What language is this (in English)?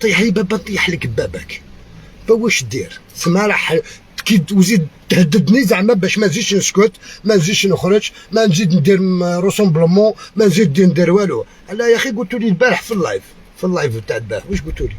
Algerian Arabic